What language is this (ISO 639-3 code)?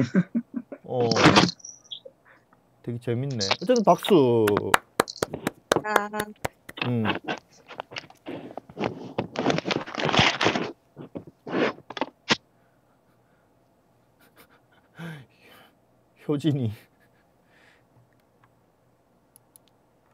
kor